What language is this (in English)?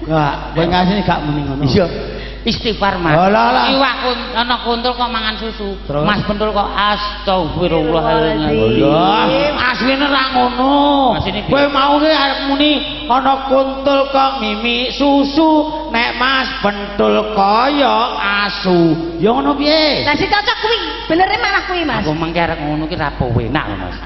Javanese